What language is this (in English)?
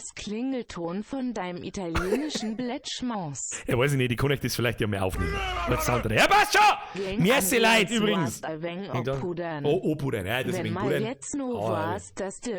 Bavarian